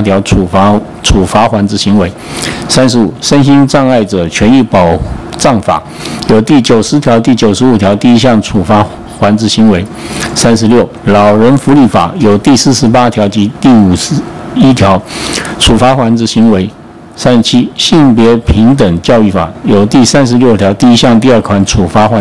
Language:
Chinese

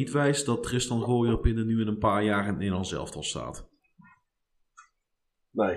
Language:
Dutch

